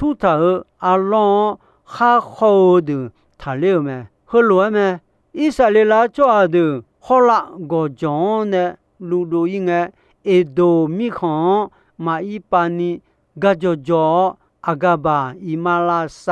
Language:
Akha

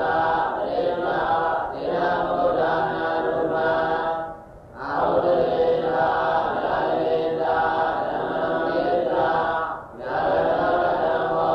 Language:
Burmese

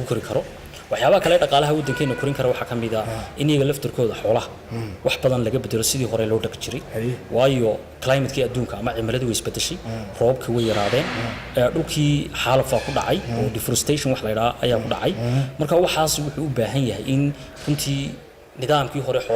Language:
Somali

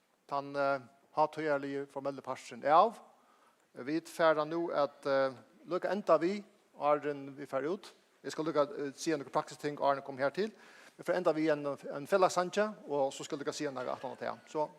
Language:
Faroese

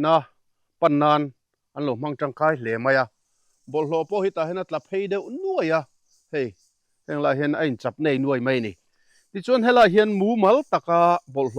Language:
Mizo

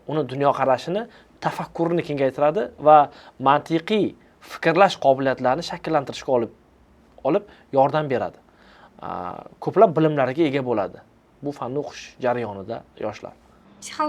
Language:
Uzbek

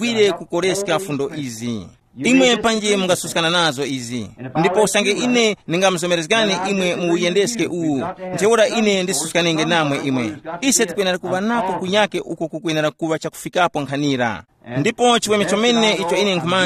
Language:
Tumbuka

